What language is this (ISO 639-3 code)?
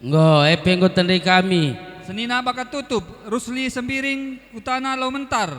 btx